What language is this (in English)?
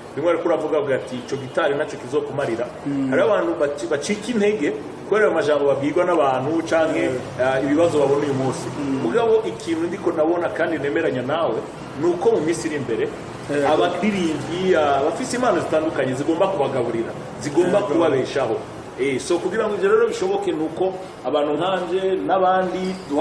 Rundi